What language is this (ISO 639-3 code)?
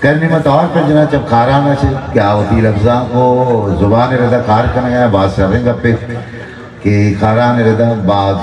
bgp